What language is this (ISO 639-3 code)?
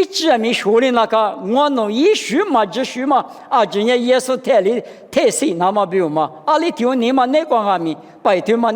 lis